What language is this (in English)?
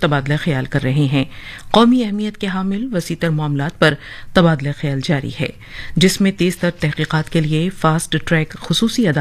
Urdu